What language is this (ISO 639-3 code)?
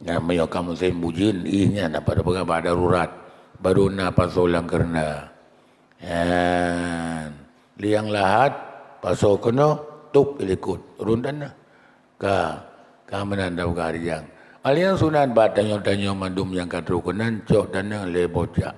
ace